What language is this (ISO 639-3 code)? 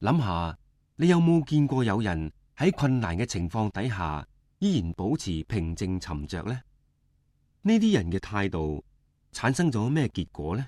yue